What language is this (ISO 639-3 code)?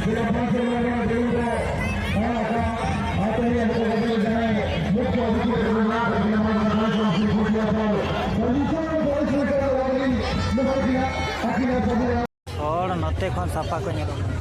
sat